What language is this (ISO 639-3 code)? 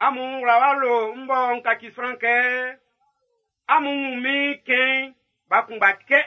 bci